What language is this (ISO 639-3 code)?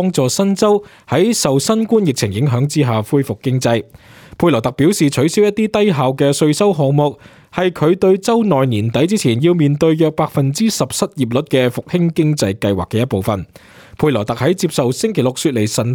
yue